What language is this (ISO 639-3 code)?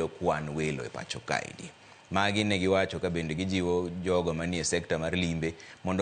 luo